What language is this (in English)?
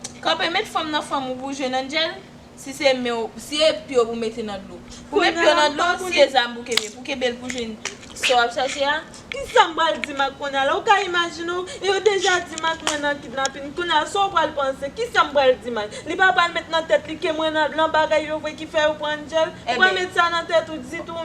Haitian Creole